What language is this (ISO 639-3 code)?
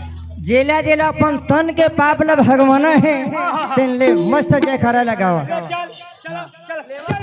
hne